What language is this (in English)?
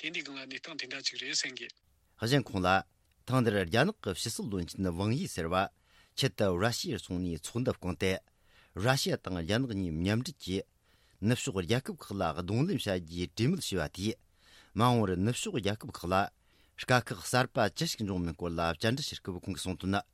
Tibetan